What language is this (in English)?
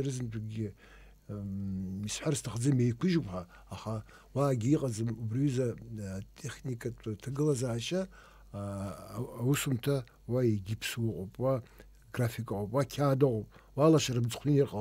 Abkhazian